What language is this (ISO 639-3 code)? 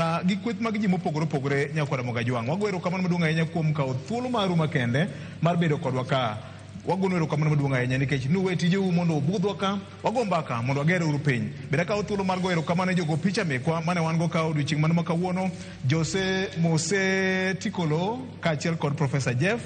luo